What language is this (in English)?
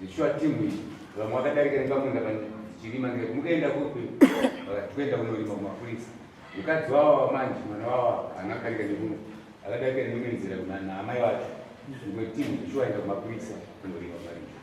Shona